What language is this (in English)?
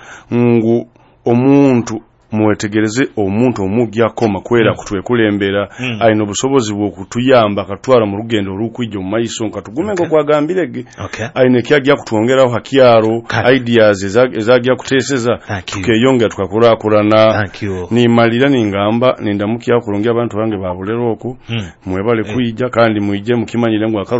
Nyoro